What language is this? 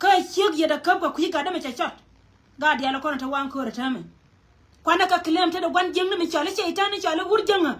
Nuer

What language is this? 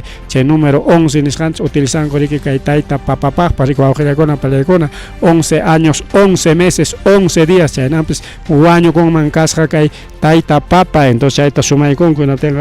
Ayacucho Quechua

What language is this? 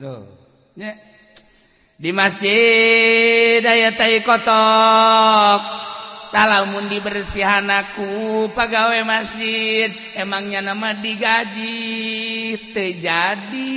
Sundanese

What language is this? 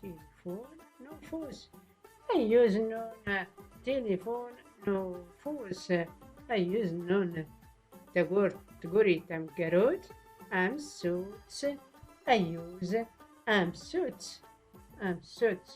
Tachelhit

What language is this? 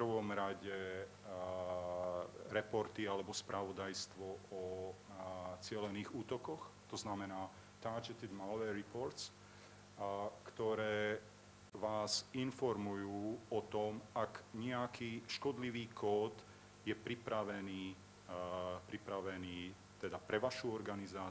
Slovak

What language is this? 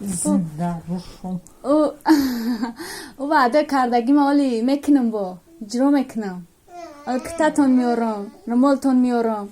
Tajik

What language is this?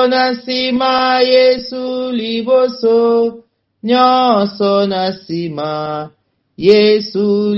Lingala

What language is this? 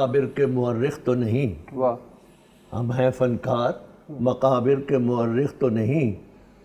Urdu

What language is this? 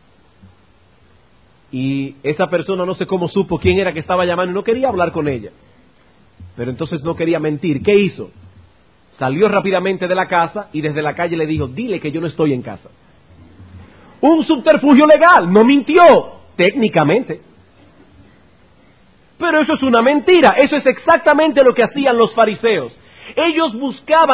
Spanish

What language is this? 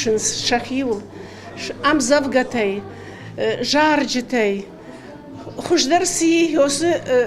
Ossetic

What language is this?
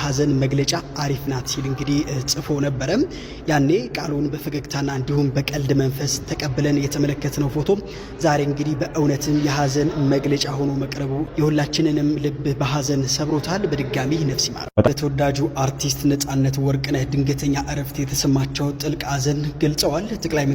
Amharic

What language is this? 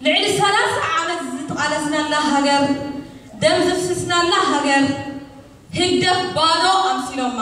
Tigrinya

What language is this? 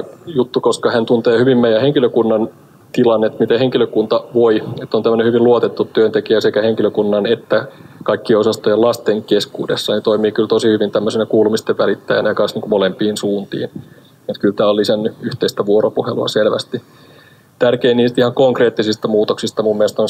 Finnish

